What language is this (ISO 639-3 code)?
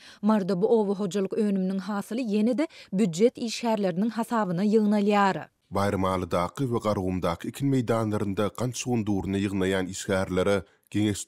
tuk